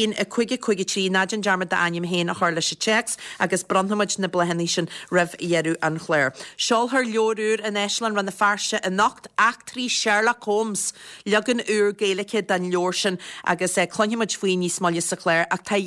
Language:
Irish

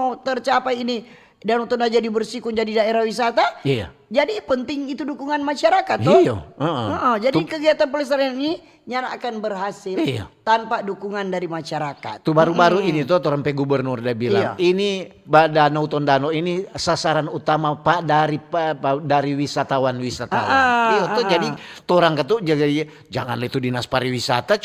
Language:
Manado Malay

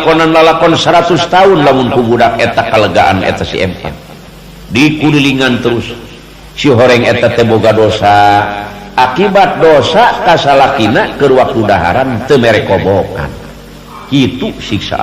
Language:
Sundanese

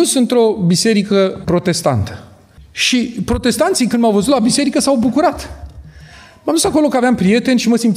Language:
Romanian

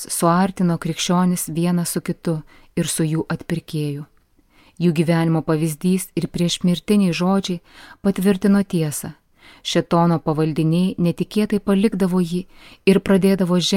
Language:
Lithuanian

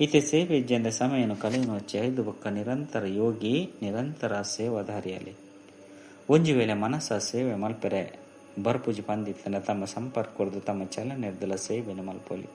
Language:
Tulu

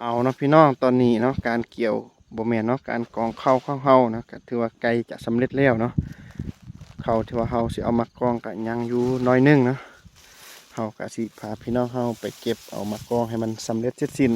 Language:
Lao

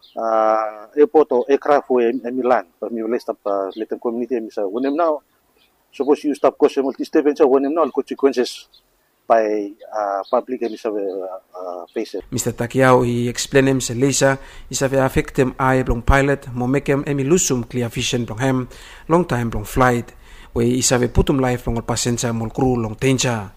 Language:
Bislama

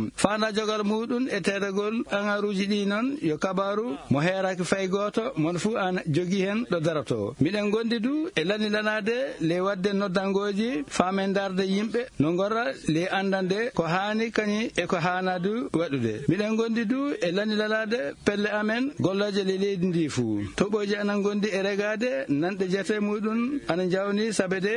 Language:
Fula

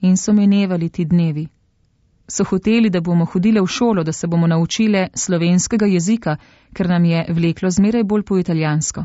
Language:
Slovenian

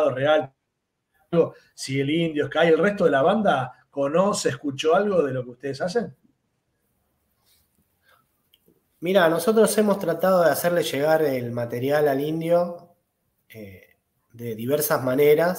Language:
Spanish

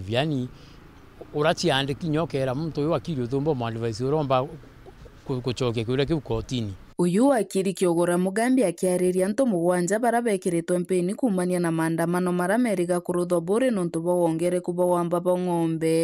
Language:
Meru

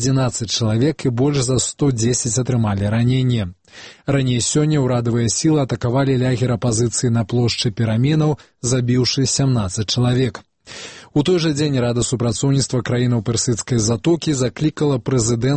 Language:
Belarusian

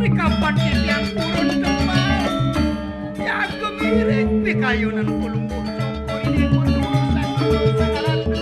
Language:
Balinese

